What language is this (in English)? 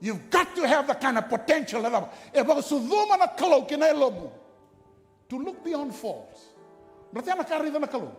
Fijian